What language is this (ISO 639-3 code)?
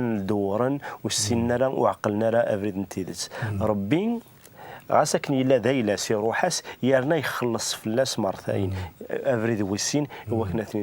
kab